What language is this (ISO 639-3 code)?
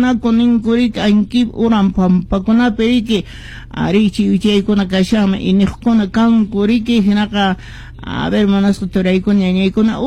que